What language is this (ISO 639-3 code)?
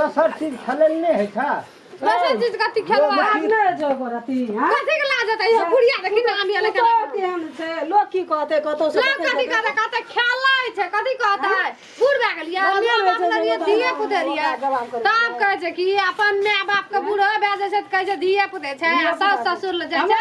mai